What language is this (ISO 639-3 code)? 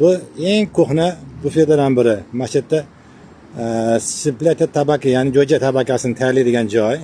uzb